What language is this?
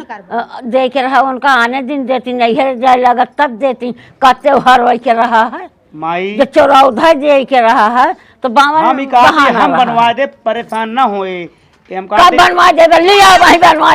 Awadhi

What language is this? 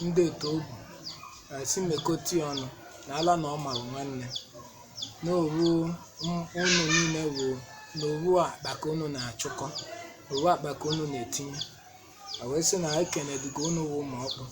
Igbo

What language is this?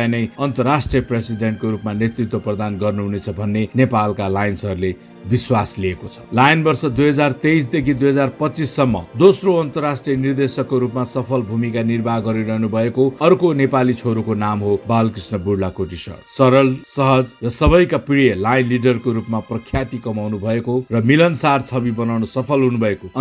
Nepali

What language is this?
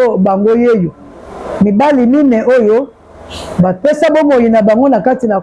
Lingala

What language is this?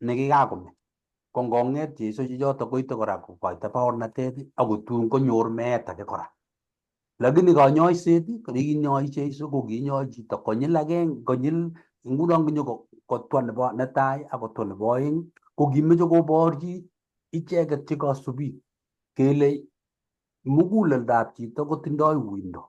Kalenjin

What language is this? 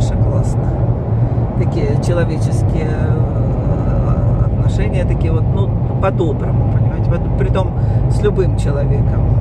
Russian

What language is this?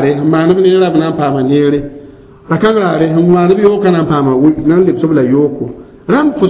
Mossi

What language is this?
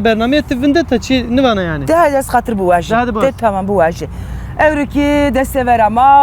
Zaza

